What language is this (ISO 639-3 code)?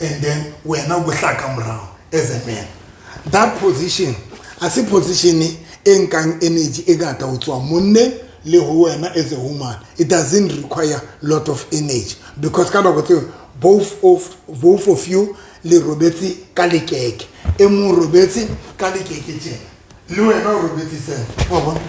sot